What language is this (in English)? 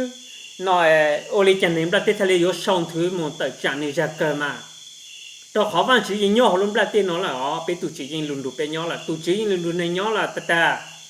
Hmong